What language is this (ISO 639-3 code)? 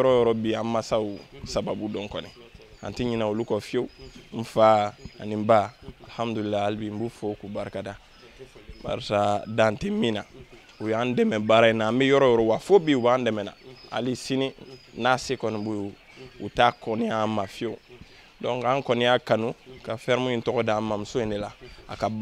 bam